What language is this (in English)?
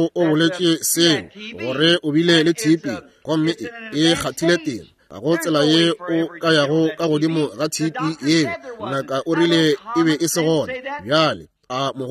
Northern Sotho